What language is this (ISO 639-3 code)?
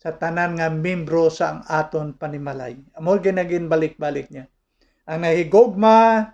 hil